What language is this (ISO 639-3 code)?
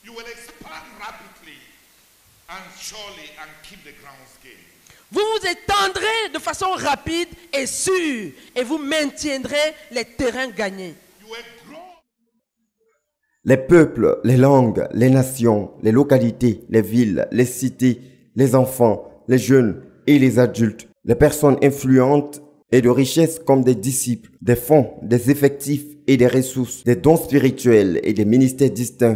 fra